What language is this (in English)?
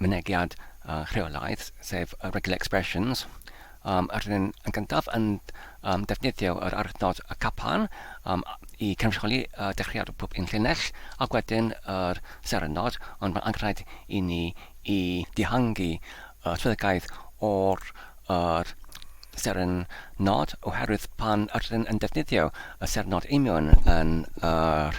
Welsh